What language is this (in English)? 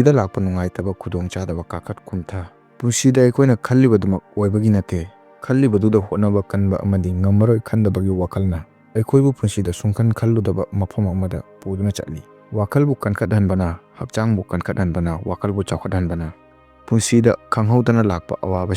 Manipuri